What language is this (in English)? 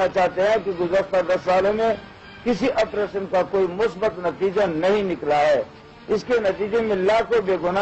Urdu